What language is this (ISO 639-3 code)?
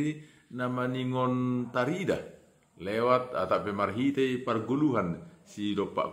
bts